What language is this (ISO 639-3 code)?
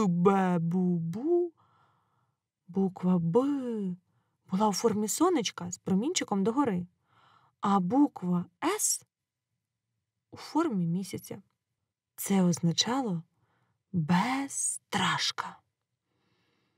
ukr